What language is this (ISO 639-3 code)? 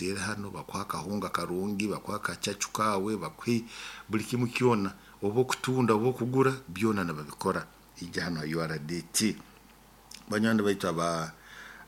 nyo